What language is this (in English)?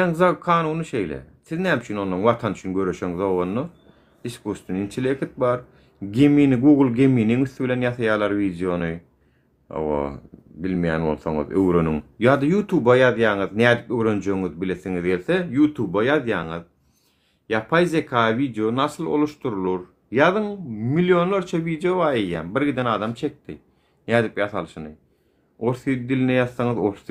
Turkmen